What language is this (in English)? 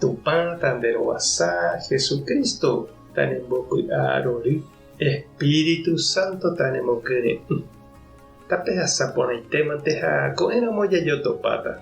Guarani